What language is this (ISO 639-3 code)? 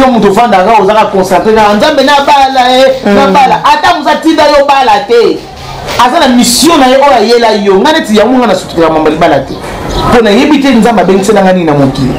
lin